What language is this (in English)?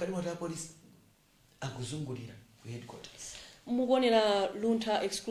Nyanja